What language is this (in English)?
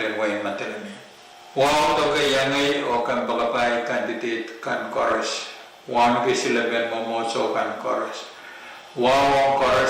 Pohnpeian